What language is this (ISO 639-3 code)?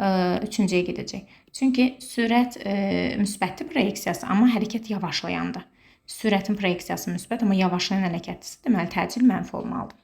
aze